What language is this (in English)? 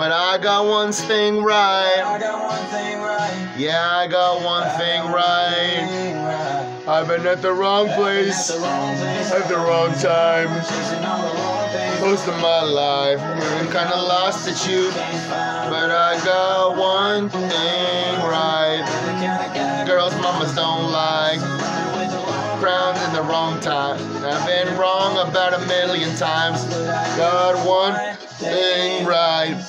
English